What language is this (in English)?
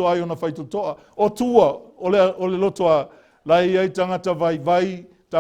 Samoan